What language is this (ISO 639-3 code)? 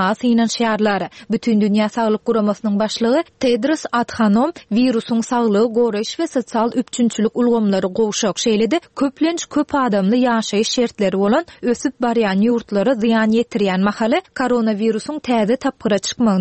tuk